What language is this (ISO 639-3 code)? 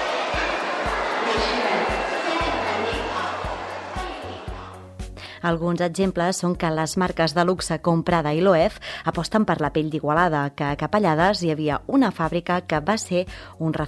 cat